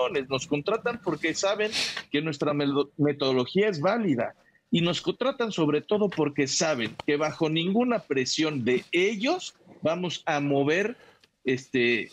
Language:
Spanish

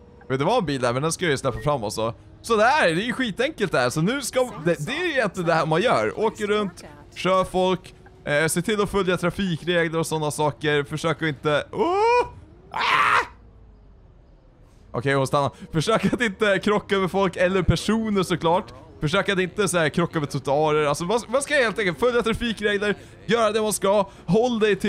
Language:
Swedish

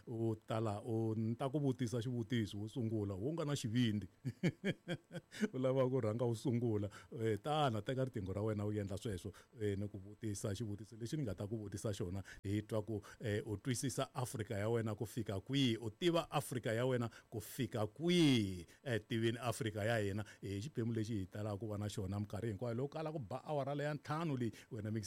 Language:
Tsonga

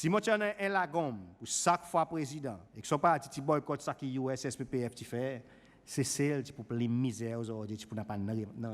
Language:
Seselwa Creole French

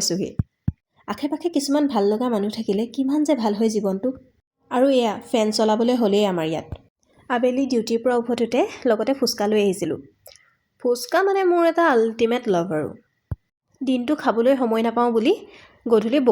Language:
Assamese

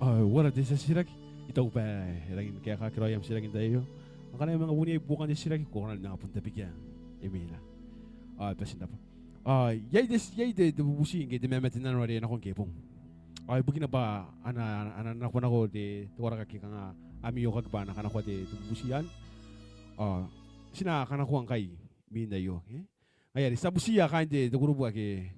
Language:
Gilbertese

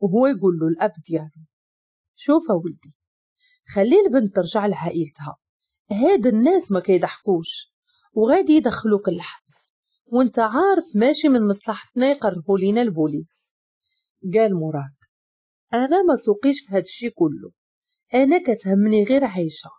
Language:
Moroccan Arabic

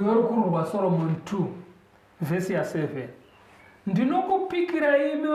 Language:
Shona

